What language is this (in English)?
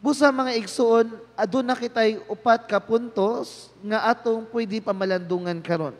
Cebuano